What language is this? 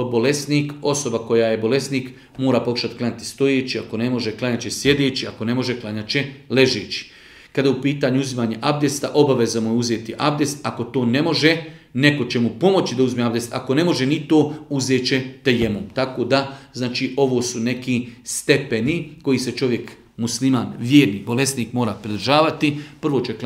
Bosnian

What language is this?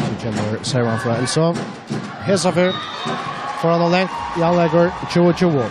Faroese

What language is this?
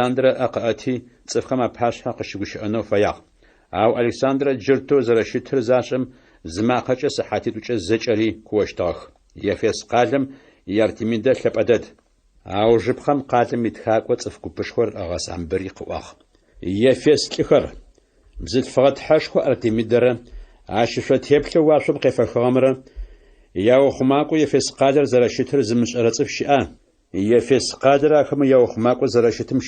Adyghe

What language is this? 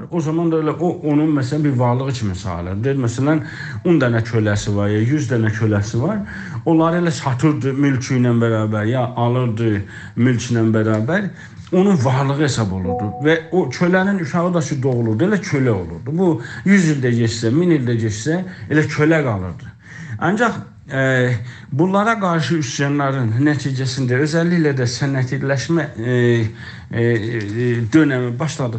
South Azerbaijani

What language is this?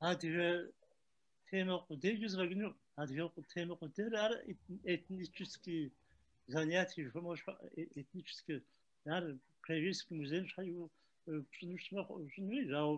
Kabardian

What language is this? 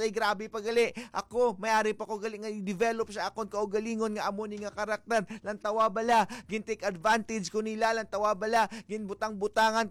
Hiligaynon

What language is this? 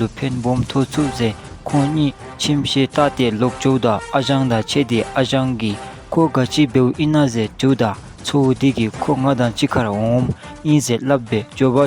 Dzongkha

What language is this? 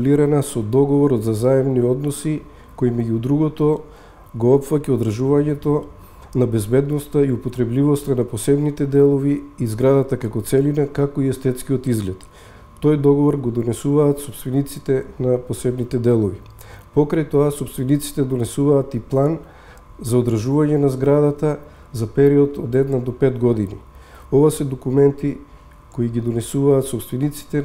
Macedonian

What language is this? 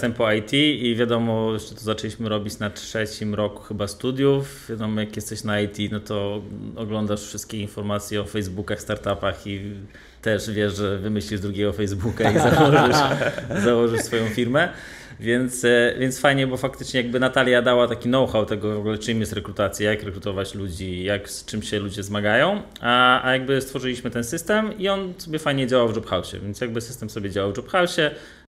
Polish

